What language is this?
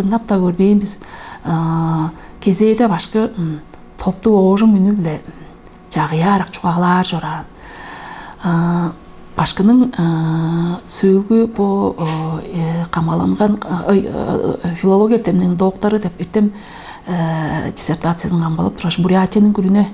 Tuvinian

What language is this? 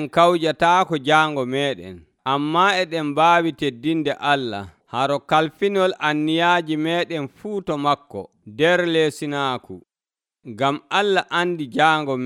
Nigerian Fulfulde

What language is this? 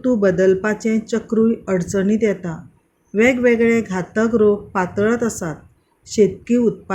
Konkani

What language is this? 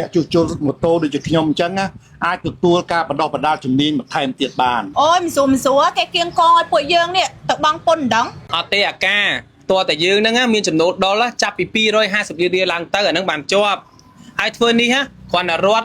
Khmer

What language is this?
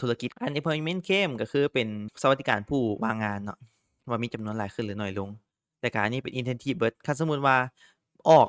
Lao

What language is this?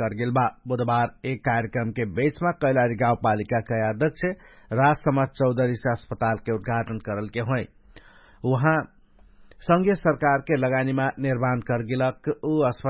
Dangaura Tharu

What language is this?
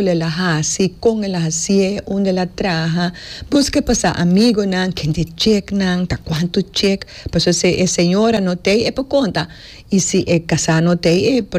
Papiamento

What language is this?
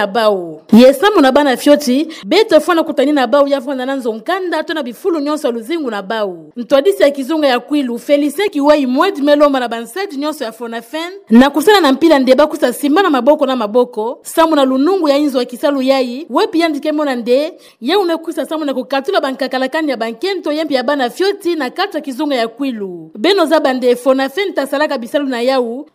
Kituba (Democratic Republic of Congo)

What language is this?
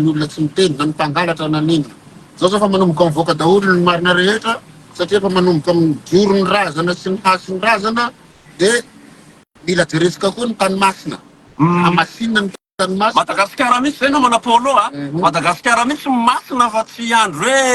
Malagasy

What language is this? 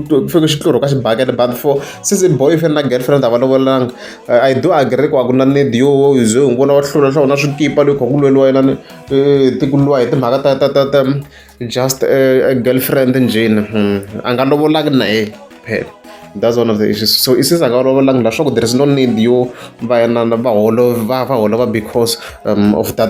Tsonga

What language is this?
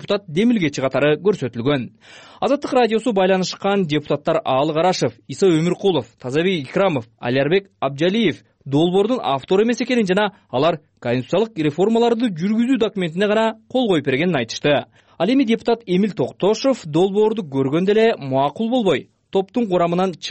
Kyrgyz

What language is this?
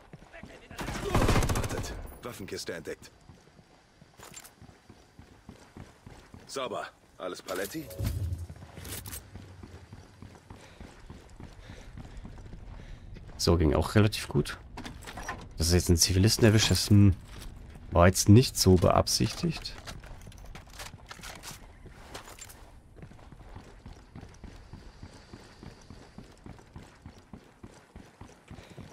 German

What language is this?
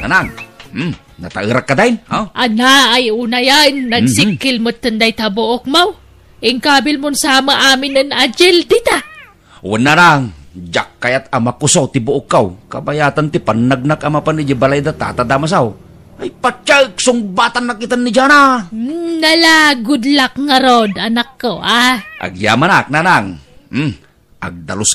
Iloko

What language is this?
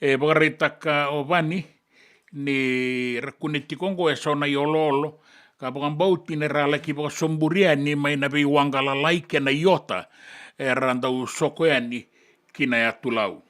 Fijian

